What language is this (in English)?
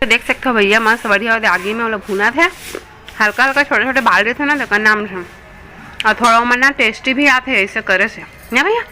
Chhattisgarhi